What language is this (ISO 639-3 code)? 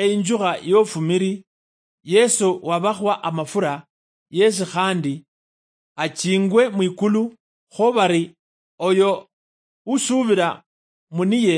luy